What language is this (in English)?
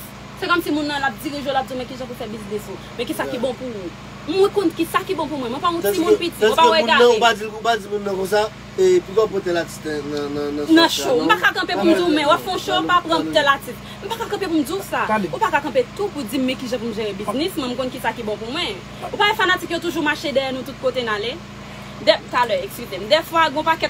Haitian Creole